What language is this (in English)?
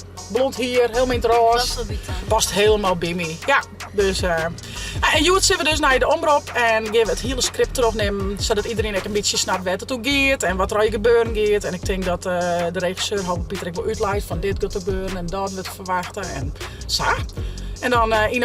Western Frisian